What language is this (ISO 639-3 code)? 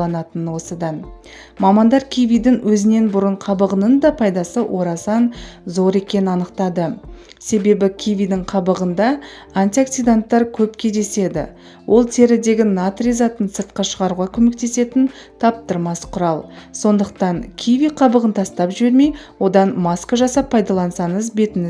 kaz